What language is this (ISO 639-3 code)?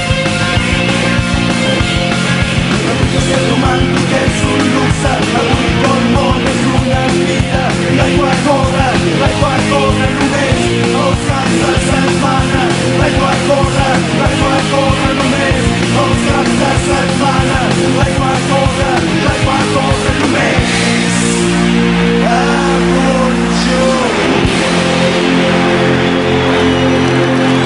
cat